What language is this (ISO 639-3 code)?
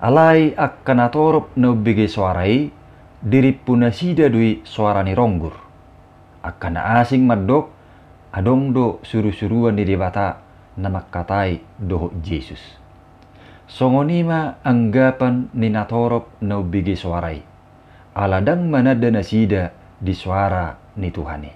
bbc